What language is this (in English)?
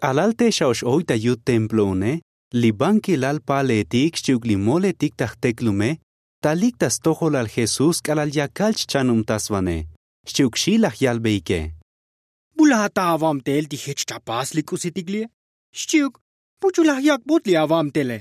Tzotzil